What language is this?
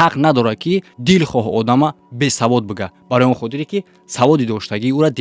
Tajik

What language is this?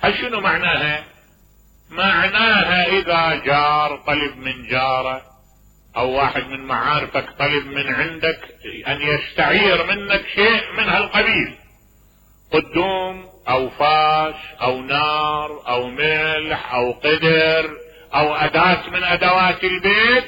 Mesopotamian Arabic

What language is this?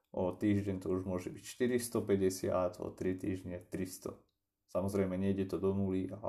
Slovak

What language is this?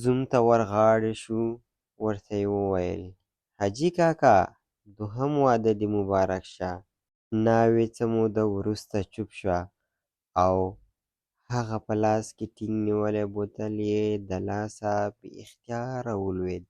Pashto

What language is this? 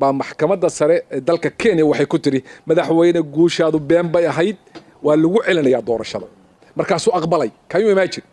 Somali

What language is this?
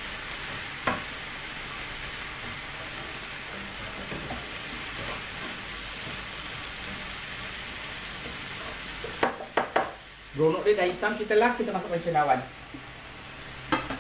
Malay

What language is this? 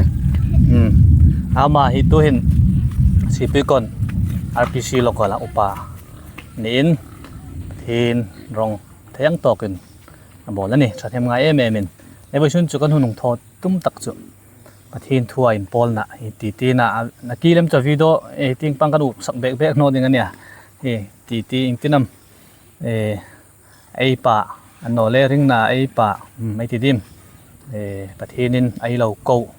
Hmar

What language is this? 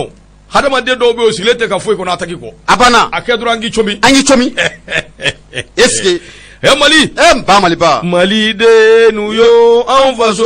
Bambara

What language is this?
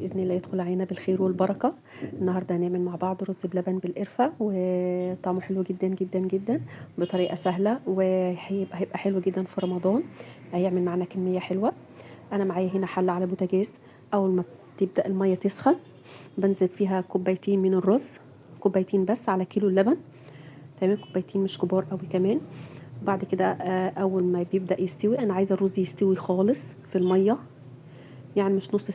Egyptian Arabic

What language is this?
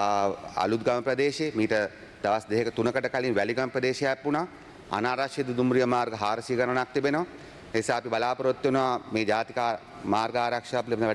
Sinhala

